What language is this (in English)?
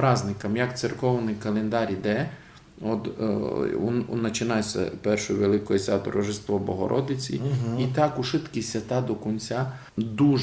Rusyn